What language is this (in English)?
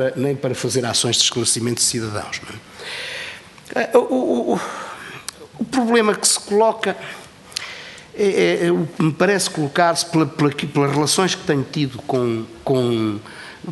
Portuguese